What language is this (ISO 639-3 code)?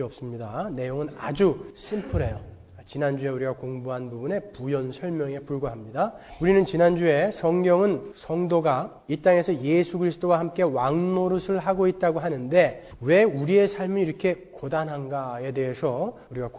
kor